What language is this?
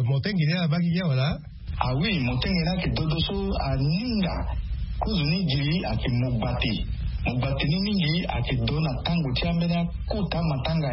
Sango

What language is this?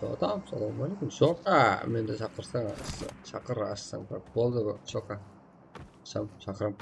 Kara-Kalpak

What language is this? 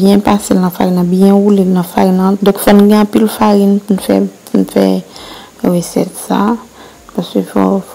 Haitian Creole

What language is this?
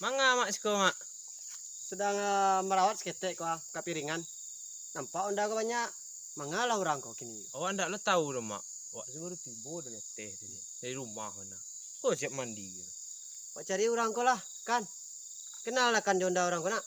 Minangkabau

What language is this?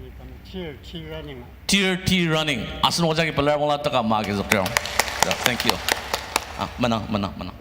Ao Naga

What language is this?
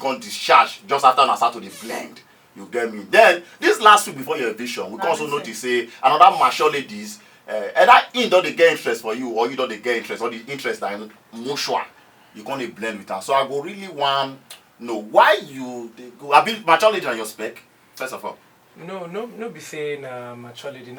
Nigerian Pidgin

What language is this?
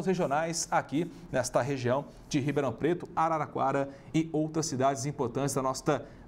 Portuguese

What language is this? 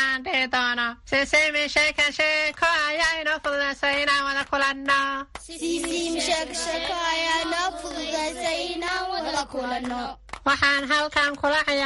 Somali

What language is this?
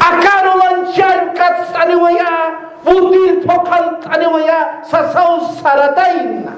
Aymara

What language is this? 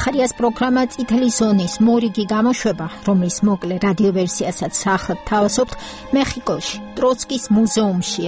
Georgian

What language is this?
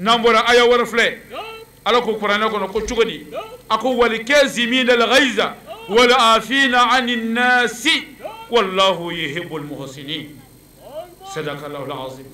Bambara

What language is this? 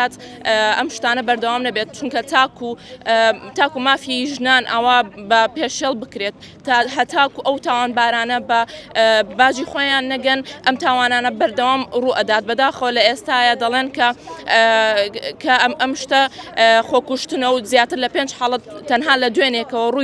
Central Kurdish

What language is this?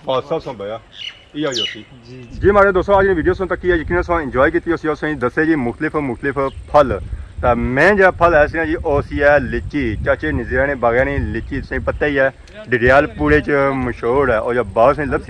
Pahari-Potwari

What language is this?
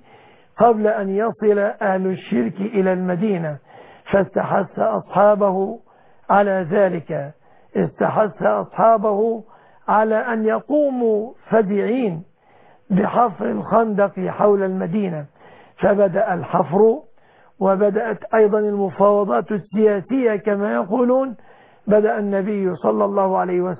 Arabic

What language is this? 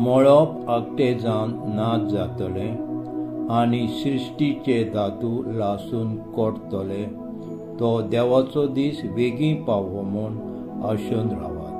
Konkani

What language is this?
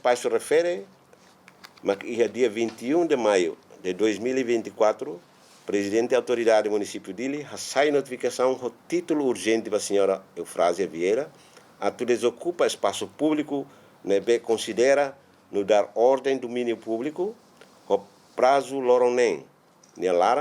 Tetum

